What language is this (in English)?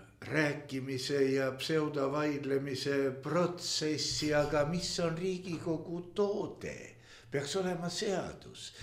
Estonian